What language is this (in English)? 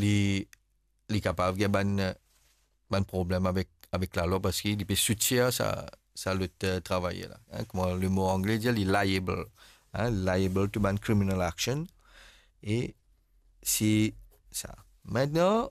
Morisyen